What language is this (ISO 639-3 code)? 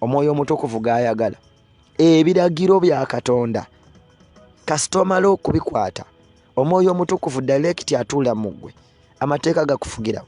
lug